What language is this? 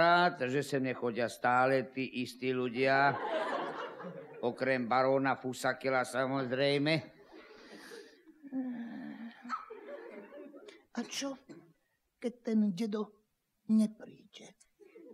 Slovak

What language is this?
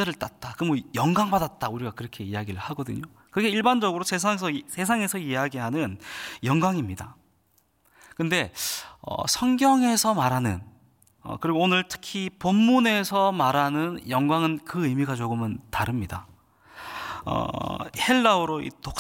Korean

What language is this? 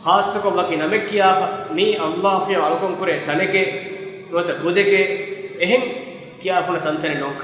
Divehi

